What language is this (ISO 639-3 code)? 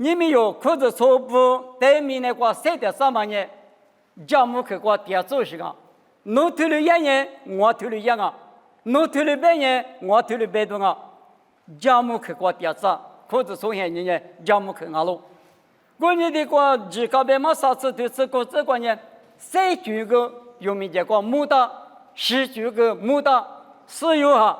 lis